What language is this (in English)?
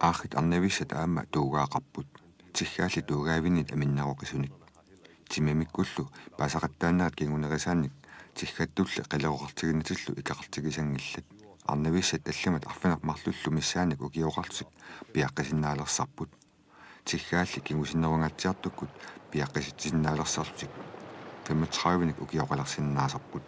Kalaallisut